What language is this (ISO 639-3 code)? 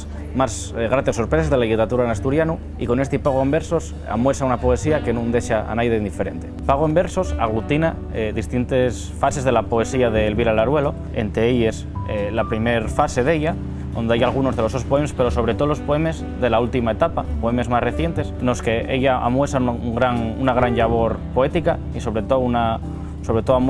ast